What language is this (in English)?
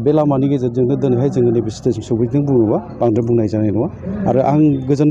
Bodo